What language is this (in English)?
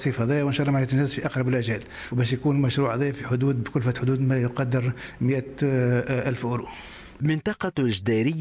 Tunisian Arabic